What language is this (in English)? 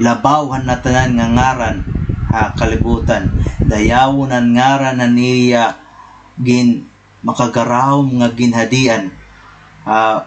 Waray